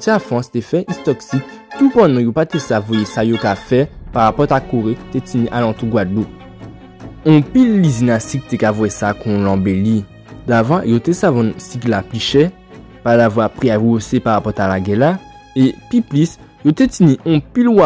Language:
Guadeloupean Creole French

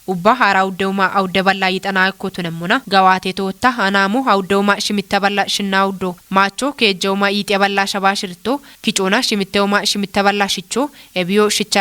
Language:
Kafa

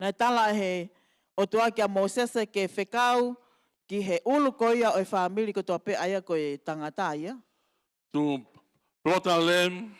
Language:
Tongan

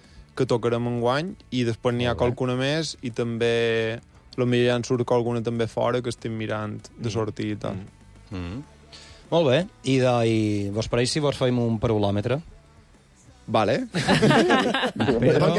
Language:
Catalan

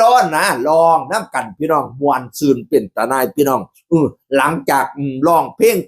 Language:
Northeastern Thai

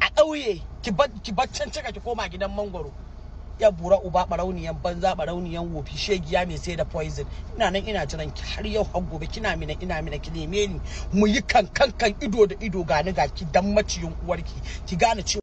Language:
Hausa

